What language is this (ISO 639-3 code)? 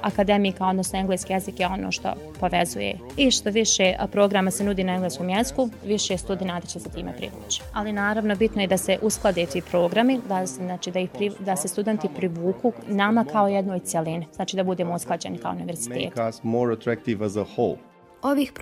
bos